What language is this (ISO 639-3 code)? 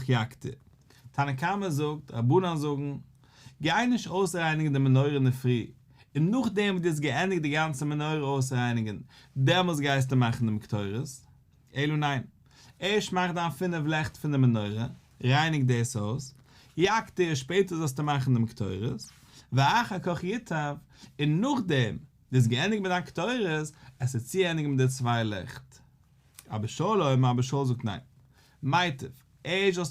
yid